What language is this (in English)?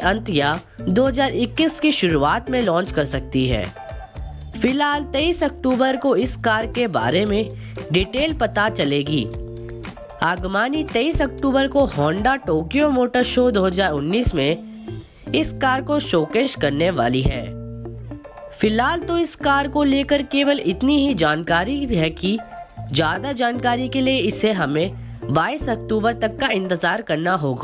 Hindi